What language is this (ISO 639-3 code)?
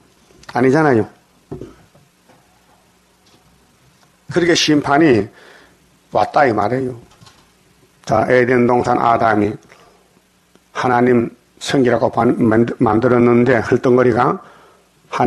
kor